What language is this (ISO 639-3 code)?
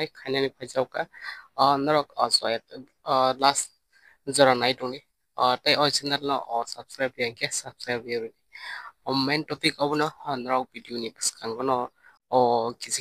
trp